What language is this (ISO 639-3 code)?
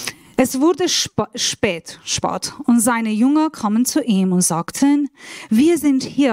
gsw